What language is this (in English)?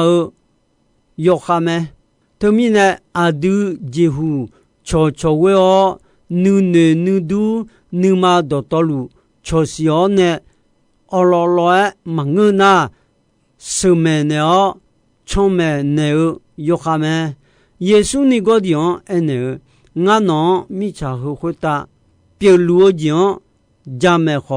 Akha